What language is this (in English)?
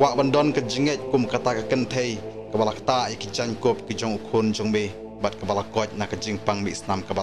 Khasi